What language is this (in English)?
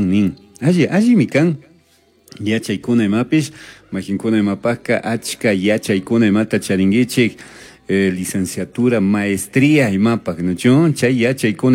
Chimborazo Highland Quichua